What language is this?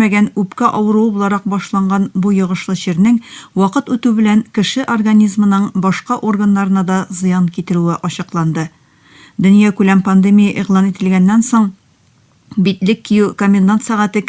Tatar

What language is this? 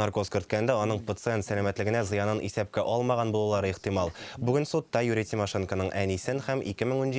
Tatar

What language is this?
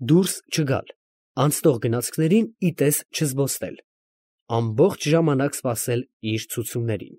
Armenian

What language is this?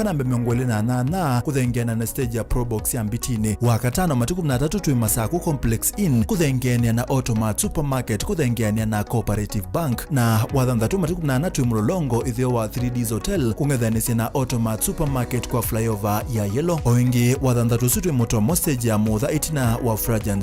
Kamba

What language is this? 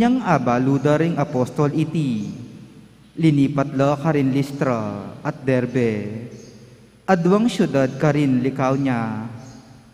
Pampanga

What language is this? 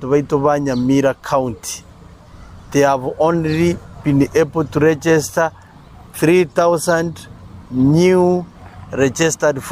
Gusii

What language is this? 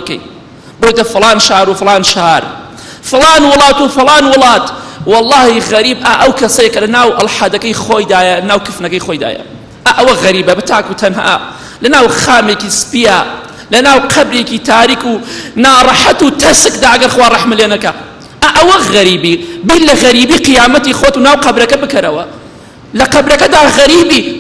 Central Kurdish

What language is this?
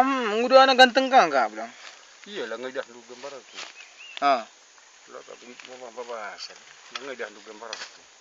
Batak Karo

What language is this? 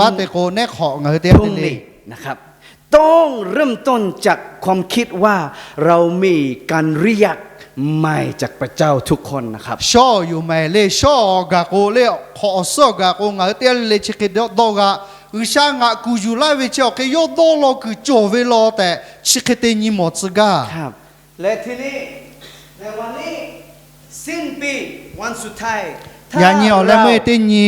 Lahu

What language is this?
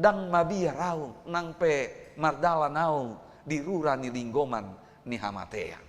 Batak Toba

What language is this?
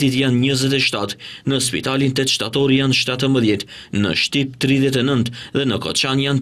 Albanian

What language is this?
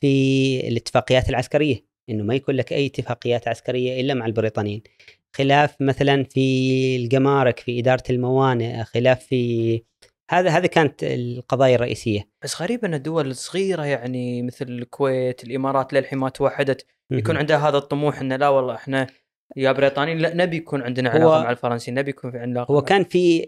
Gulf Arabic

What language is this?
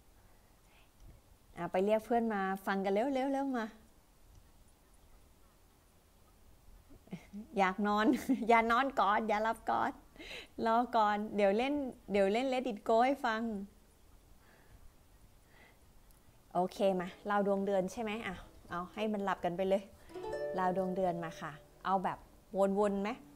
Thai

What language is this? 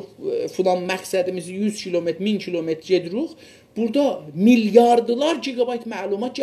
South Azerbaijani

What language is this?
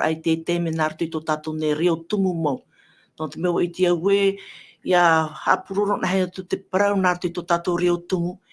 Tahitian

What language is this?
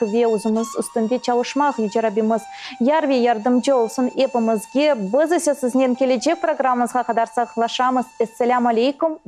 Crimean Tatar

